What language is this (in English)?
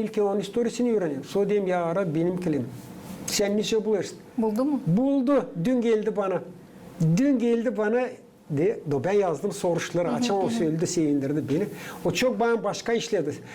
Gagauz